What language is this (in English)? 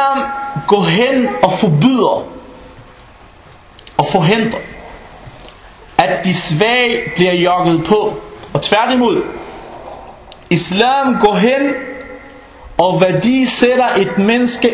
Danish